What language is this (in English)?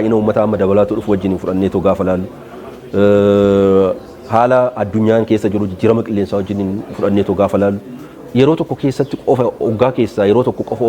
Oromo